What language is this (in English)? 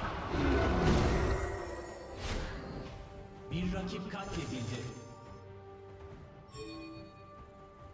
Turkish